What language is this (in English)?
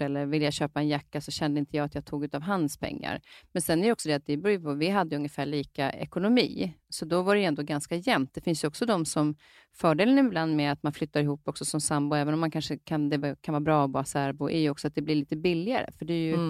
Swedish